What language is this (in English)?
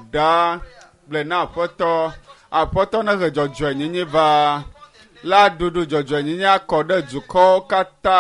Ewe